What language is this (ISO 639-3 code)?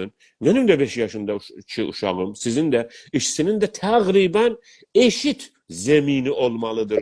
azb